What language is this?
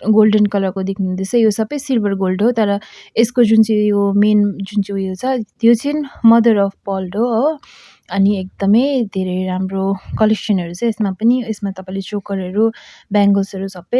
Nepali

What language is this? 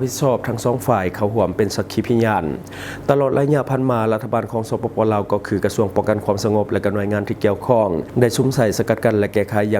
Lao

